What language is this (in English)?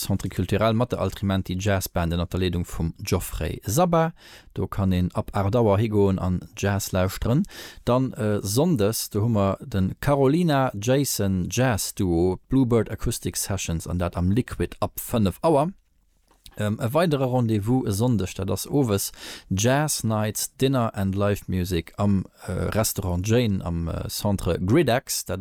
Luxembourgish